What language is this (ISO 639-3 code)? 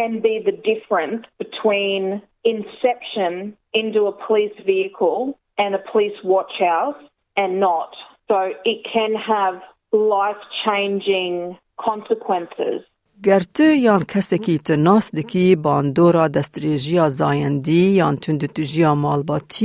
kur